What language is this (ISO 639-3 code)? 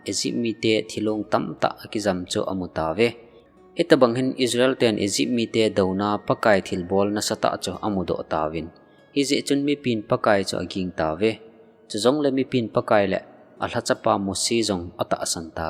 tcz